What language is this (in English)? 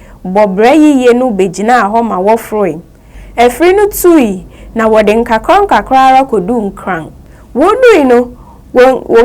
Akan